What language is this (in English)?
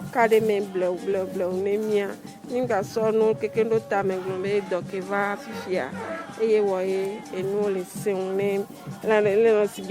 Ewe